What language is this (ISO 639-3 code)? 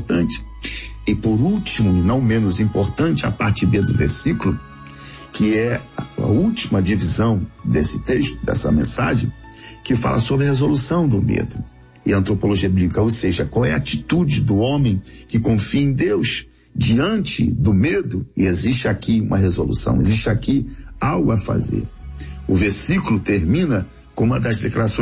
por